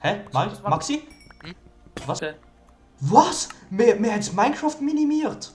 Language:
Swiss German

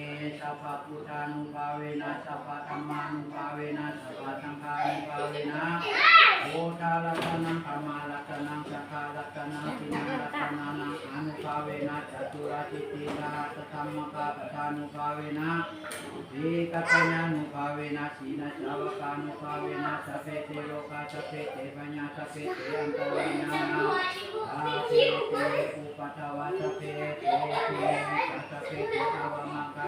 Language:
Pali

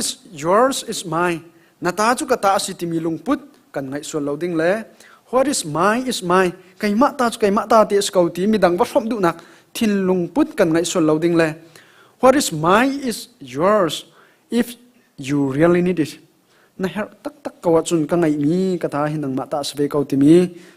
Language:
Hakha Chin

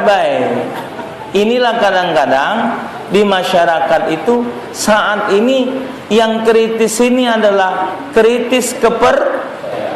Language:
Musi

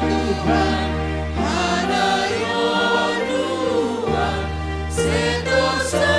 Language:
Batak Simalungun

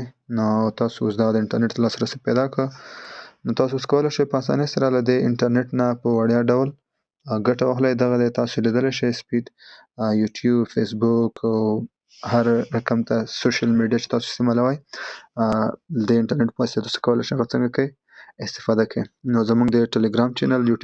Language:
Pashto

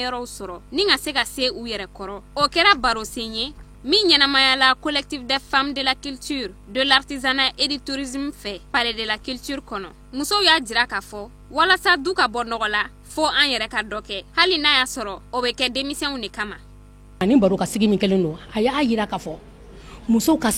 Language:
Bambara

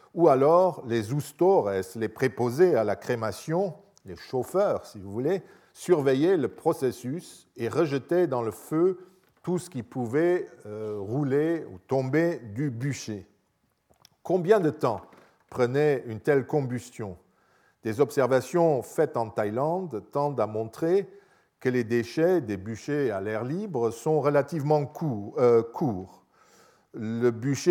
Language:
French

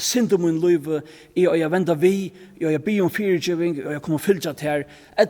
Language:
Faroese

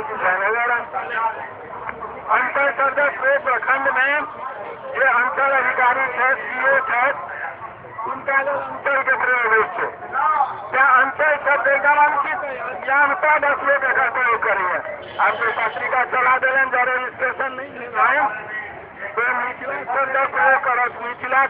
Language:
Maithili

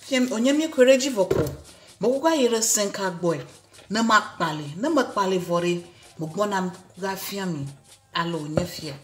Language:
Ewe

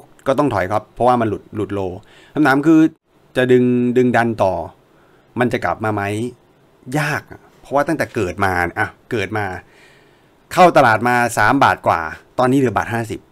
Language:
Thai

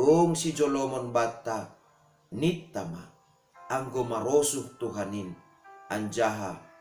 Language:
Batak Simalungun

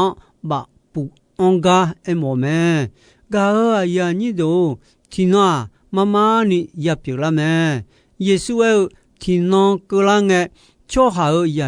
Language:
Akha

